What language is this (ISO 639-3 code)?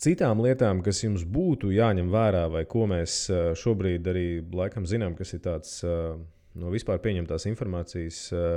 lav